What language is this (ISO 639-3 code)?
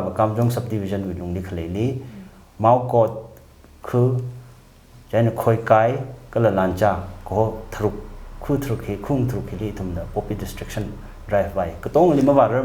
nmf